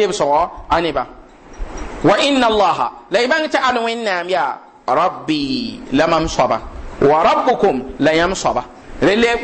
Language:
Mossi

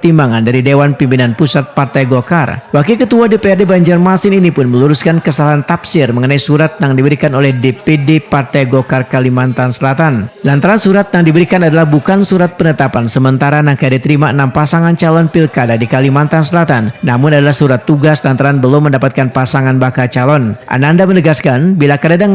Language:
Banjar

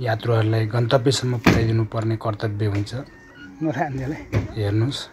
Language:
Nepali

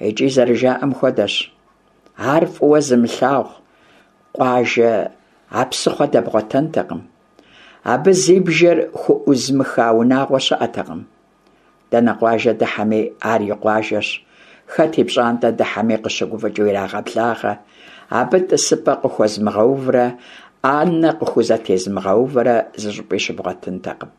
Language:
Kabardian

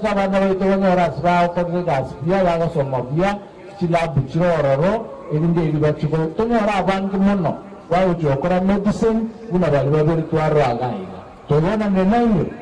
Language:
Gusii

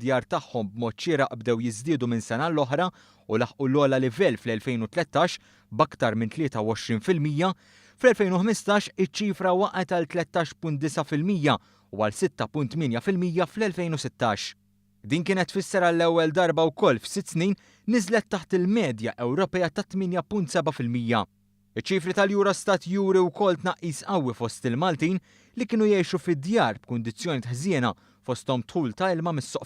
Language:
Maltese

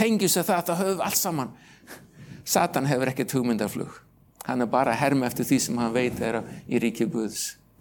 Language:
Icelandic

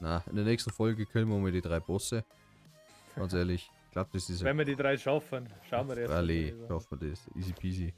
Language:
Bavarian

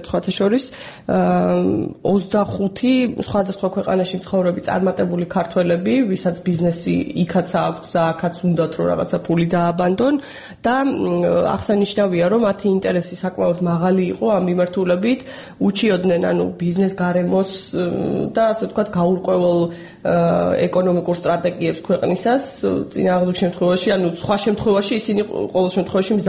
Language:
Georgian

